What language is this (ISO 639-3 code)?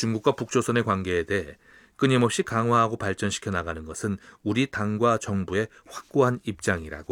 kor